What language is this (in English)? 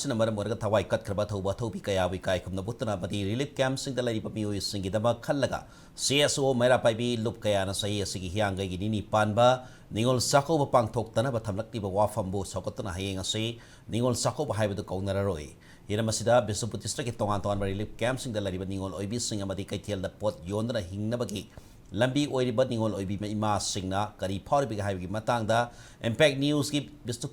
Manipuri